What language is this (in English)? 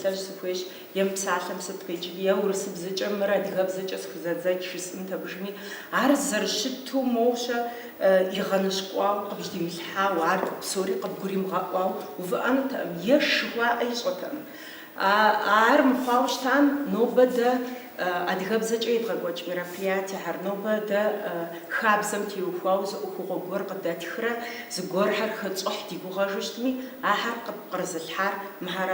Kabardian